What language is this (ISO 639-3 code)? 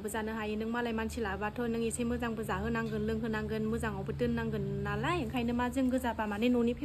brx